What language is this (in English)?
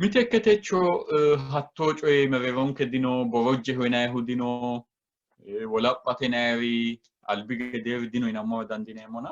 Sidamo